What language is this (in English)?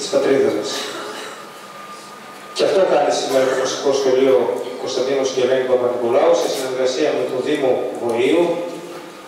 Greek